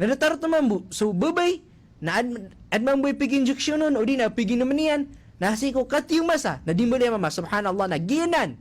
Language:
Maranao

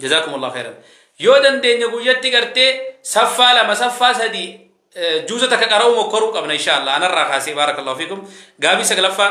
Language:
Oromo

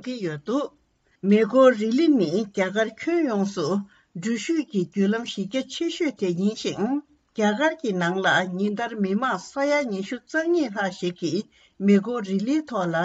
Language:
Tibetan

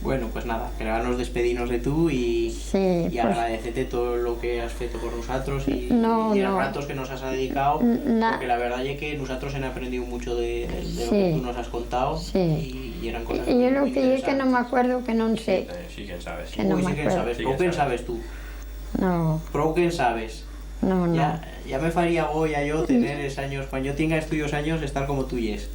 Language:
Aragonese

